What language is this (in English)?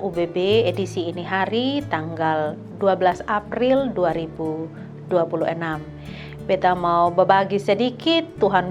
Kupang Malay